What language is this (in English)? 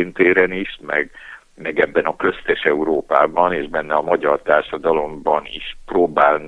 Hungarian